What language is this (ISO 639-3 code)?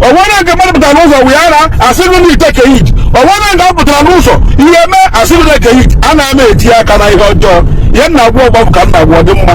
ibo